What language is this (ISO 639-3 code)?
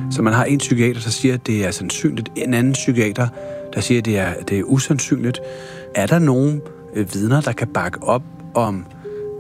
dan